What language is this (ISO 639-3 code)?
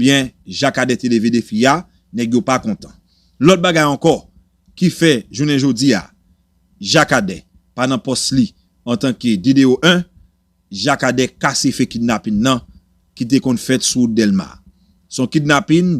hat